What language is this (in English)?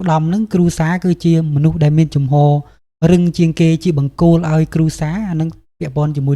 Khmer